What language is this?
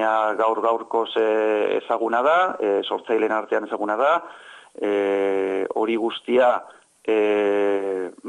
Basque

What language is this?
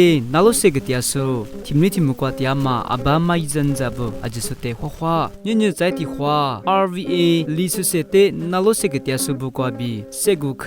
Lisu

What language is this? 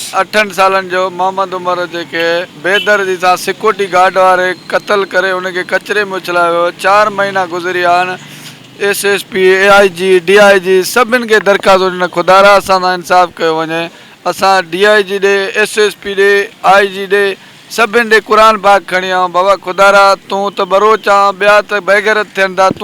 Sindhi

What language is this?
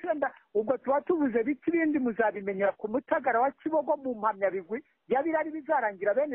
Kinyarwanda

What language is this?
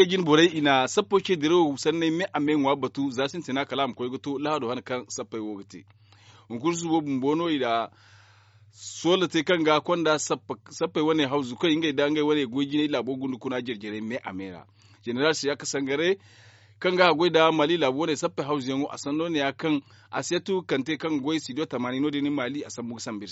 Zarma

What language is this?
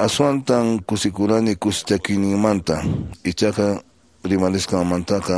Quechua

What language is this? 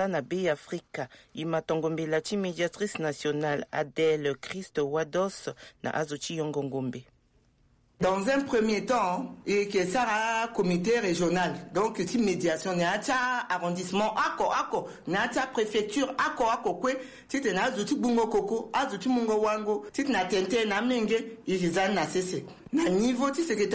Sango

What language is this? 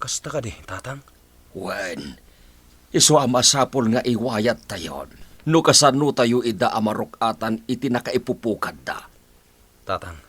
Iloko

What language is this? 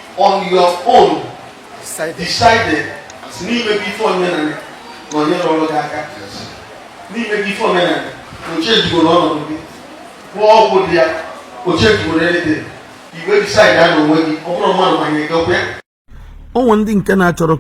Igbo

